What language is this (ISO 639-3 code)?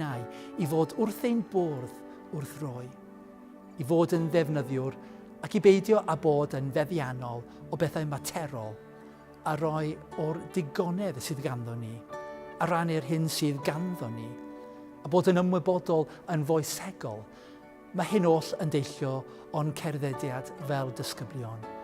cym